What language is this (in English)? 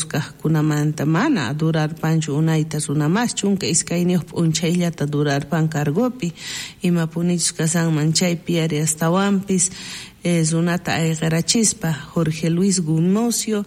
South Bolivian Quechua